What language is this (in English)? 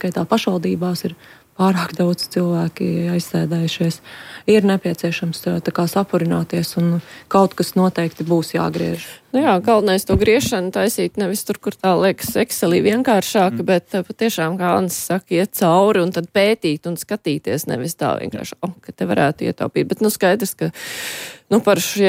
Latvian